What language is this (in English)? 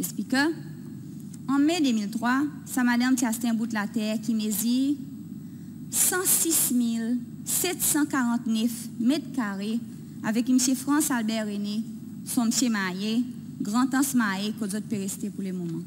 Seselwa Creole French